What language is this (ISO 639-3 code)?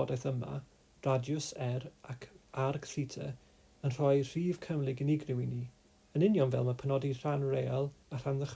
cym